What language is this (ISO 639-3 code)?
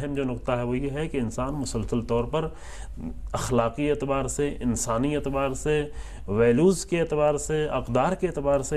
urd